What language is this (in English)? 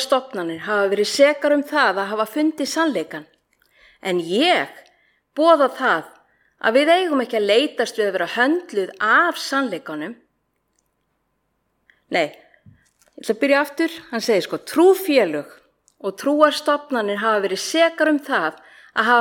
Icelandic